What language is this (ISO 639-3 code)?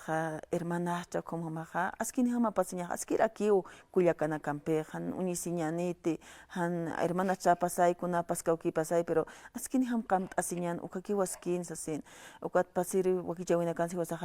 aym